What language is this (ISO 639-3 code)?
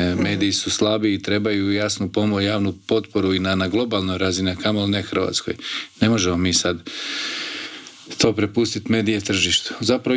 hrv